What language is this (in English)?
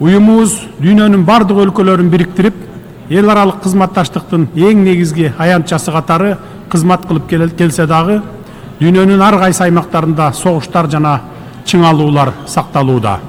Kyrgyz